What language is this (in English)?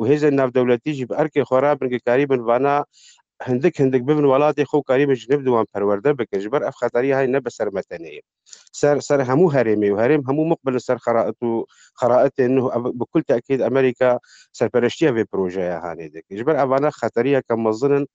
Kurdish